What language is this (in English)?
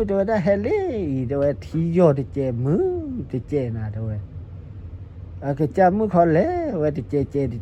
S'gaw Karen